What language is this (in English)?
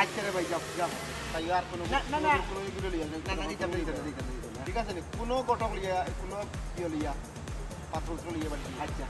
Sylheti